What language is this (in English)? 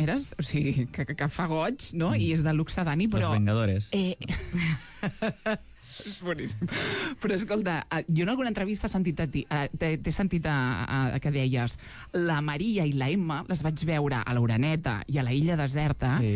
Catalan